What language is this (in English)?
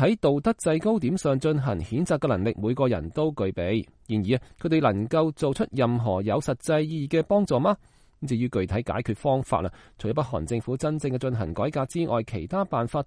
Cantonese